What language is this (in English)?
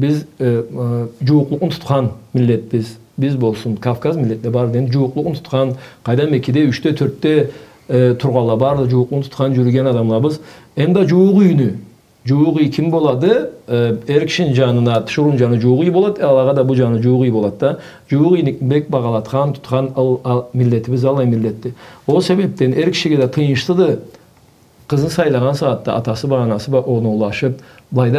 Karachay-Balkar